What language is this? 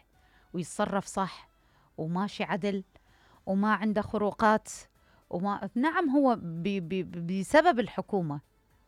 Mesopotamian Arabic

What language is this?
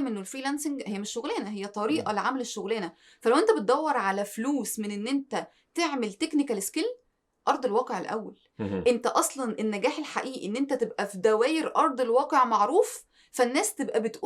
Egyptian Arabic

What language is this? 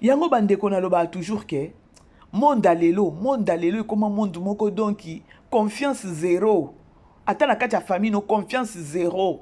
Lingala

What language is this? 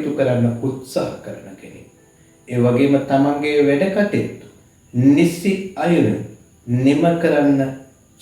Sinhala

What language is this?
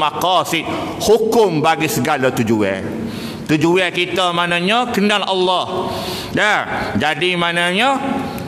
Malay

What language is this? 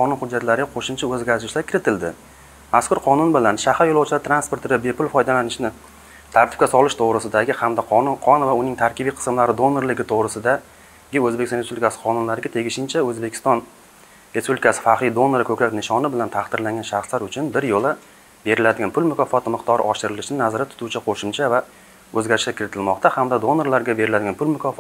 Uzbek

